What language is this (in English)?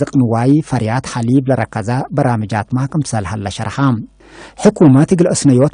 Tigre